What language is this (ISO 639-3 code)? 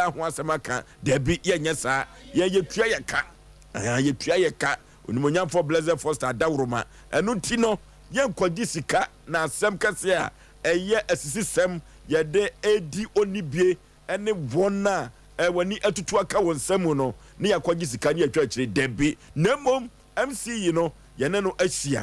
aka